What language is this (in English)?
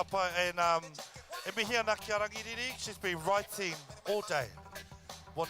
Māori